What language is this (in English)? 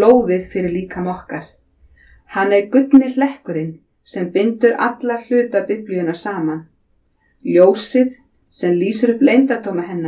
Icelandic